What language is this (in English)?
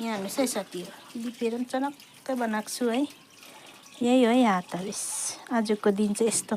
Nepali